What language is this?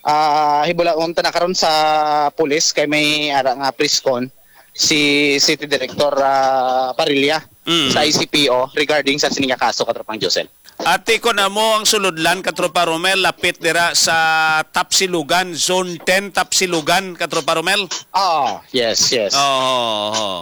Hiligaynon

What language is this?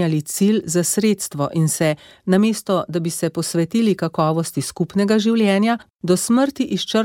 Slovenian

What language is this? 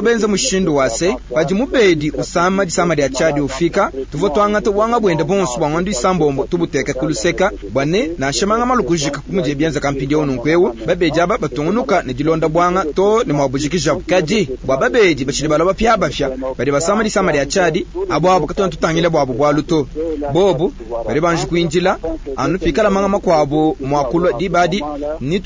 Luba-Lulua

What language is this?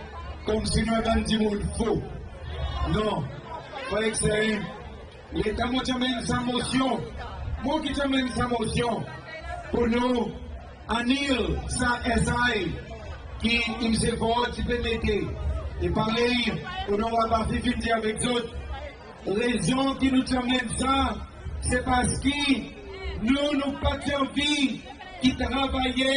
Seselwa Creole French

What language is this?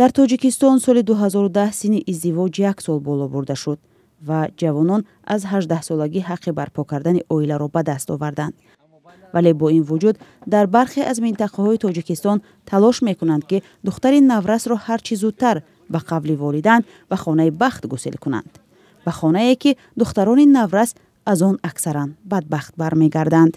Tajik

